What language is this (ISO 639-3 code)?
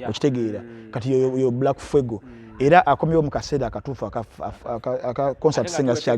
lug